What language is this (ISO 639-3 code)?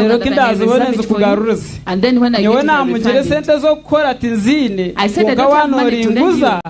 nyn